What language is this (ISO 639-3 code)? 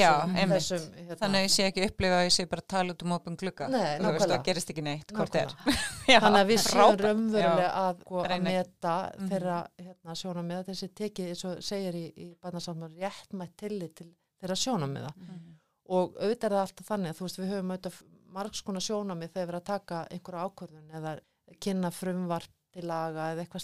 isl